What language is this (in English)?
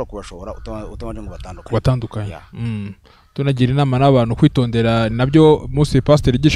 Kinyarwanda